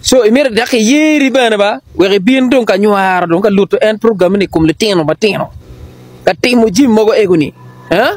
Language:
Acoli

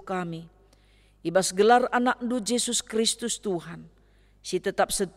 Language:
Batak Karo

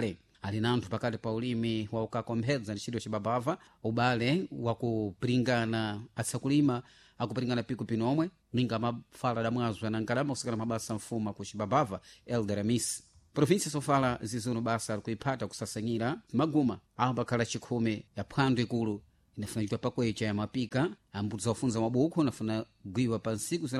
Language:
Sena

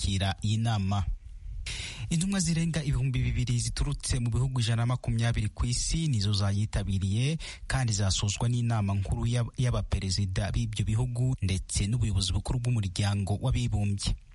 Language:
Kinyarwanda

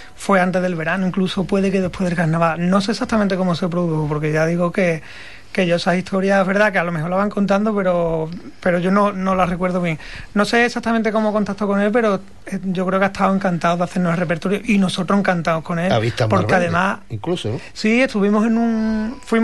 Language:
Spanish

